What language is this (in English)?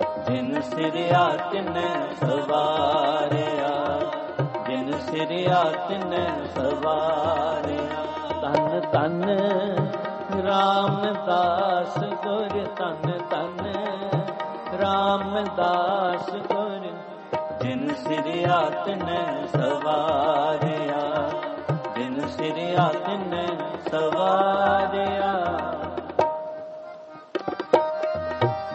Punjabi